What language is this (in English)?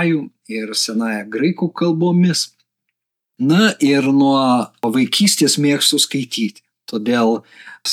Lithuanian